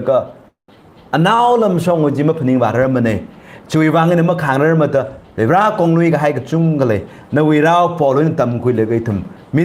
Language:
Tangkhul Naga (India)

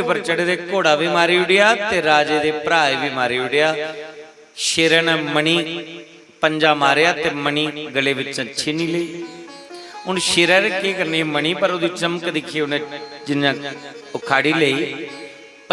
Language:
Dogri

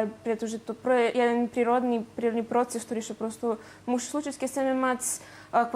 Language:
Rusyn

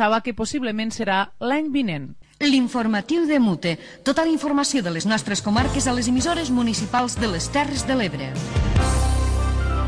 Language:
Catalan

